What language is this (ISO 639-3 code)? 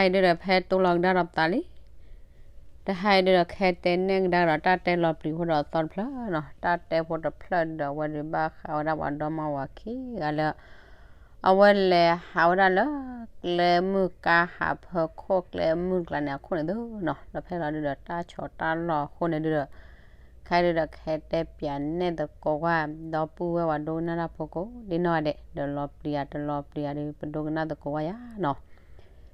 ksw